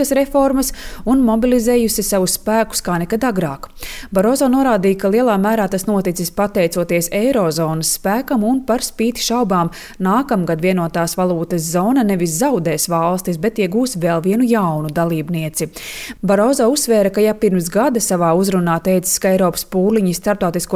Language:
Latvian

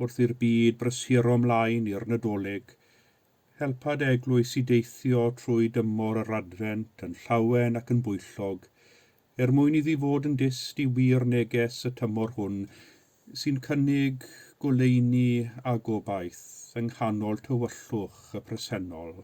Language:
Welsh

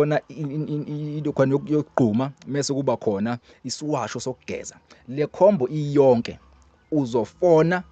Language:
Zulu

